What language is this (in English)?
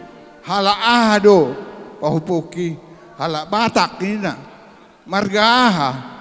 Batak Toba